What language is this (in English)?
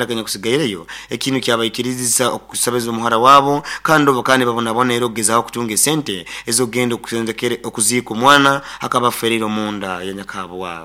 Nyoro